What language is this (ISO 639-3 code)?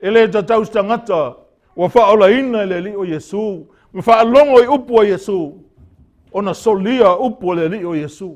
smo